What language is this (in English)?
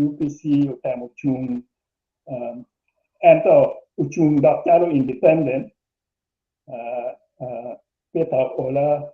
Acoli